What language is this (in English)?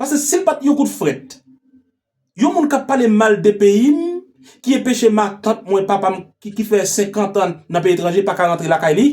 Haitian Creole